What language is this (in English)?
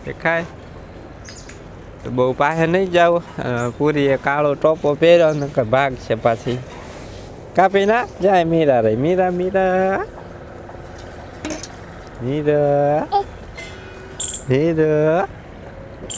Gujarati